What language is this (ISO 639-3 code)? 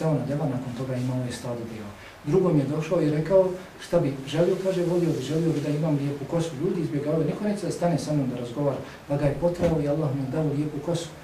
bos